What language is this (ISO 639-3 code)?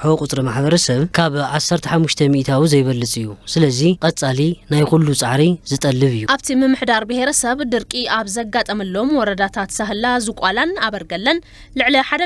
tir